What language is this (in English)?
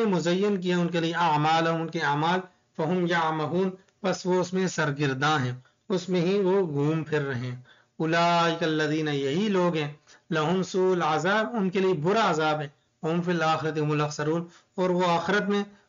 Urdu